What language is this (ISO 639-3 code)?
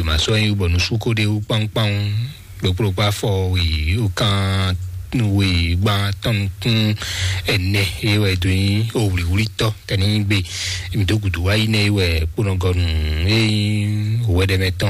fon